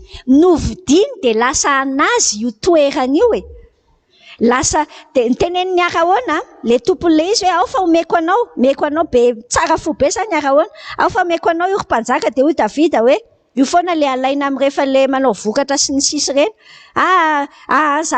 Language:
Malagasy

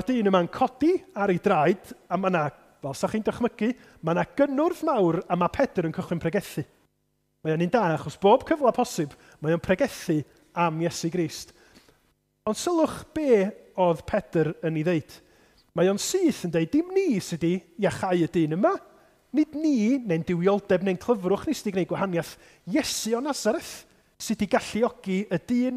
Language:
Welsh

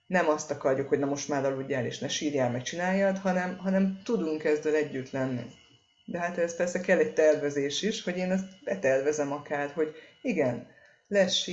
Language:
Hungarian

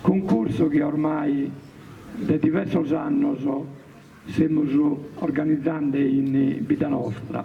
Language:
Sardinian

